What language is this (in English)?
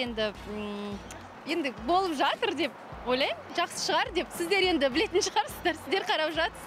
Kazakh